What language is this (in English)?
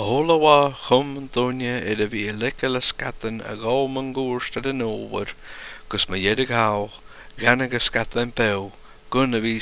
Scottish Gaelic